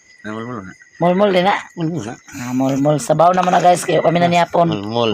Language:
Cebuano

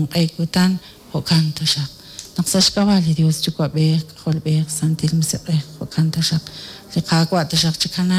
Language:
Kekchí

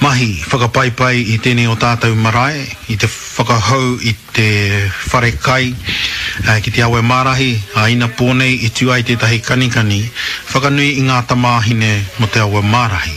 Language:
Māori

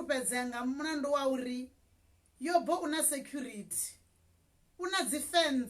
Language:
Venda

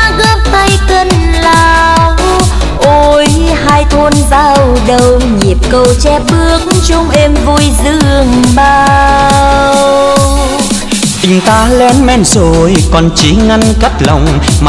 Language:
Vietnamese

